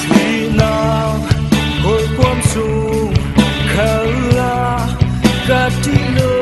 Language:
Falam Chin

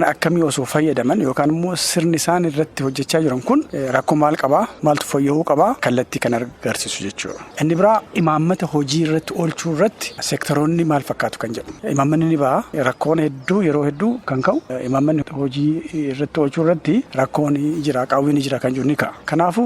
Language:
Oromo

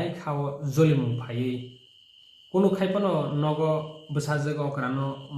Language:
Kok Borok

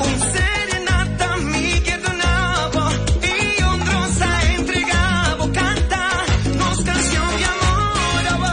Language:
Papiamento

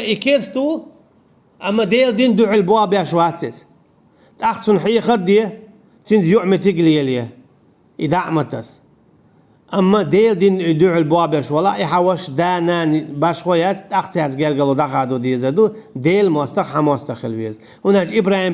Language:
Chechen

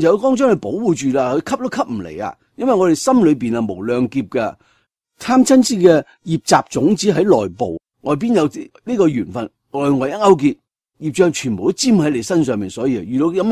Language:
Cantonese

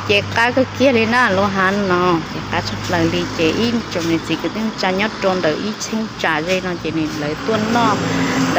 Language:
Hmong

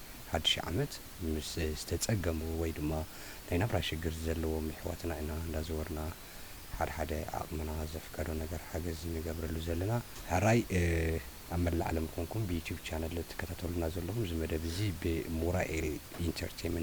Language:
Tigrinya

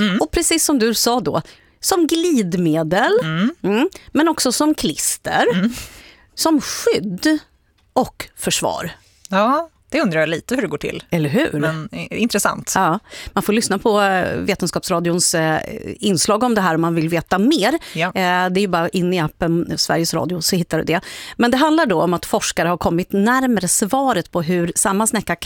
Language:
Swedish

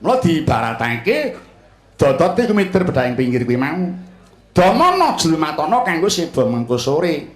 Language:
Javanese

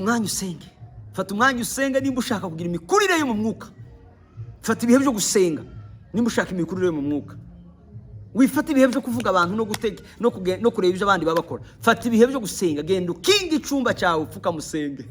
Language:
Kinyarwanda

